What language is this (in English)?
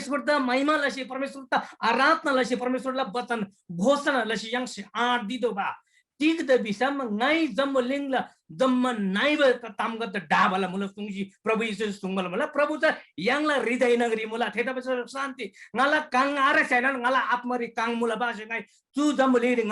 Eastern Tamang